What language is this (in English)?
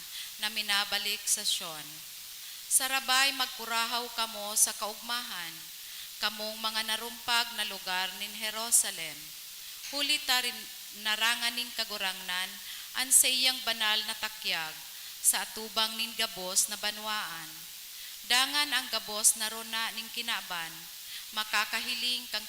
Bikol